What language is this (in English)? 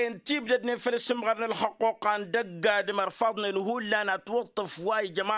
Tamasheq